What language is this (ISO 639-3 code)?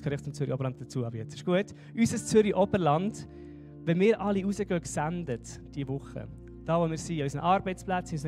gsw